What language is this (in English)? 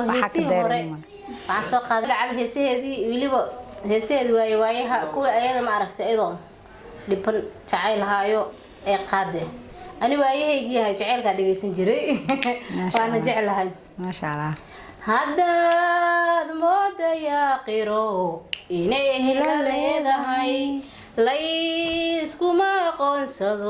Somali